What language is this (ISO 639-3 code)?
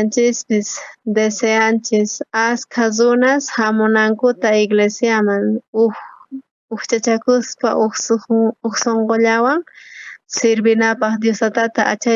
quh